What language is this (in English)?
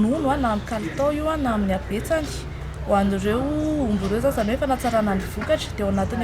Malagasy